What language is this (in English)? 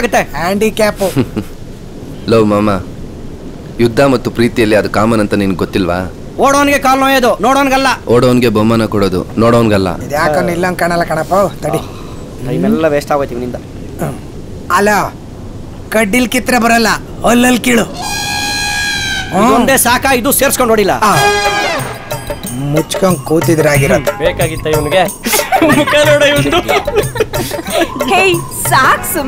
Kannada